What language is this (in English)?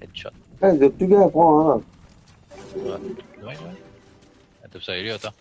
Morisyen